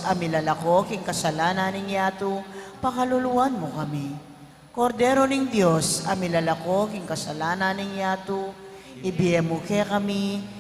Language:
Pampanga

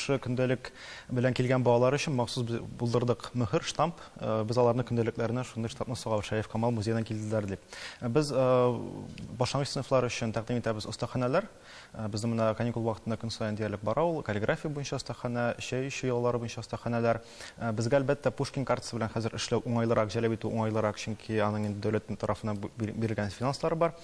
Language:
Tatar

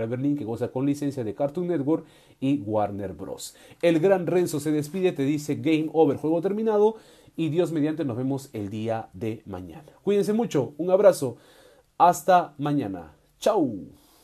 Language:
Spanish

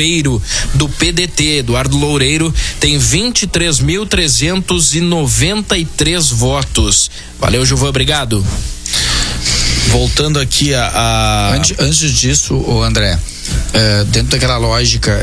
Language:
Portuguese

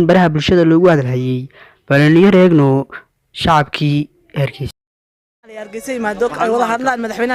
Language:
Somali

